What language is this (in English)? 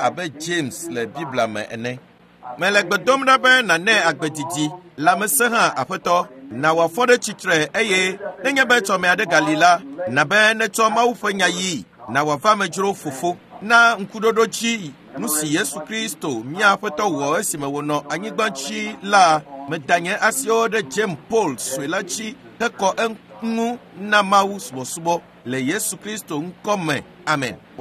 Ewe